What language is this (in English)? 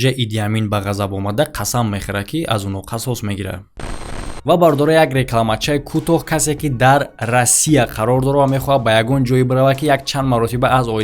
Tajik